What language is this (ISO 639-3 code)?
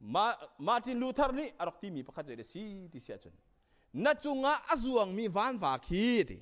cnh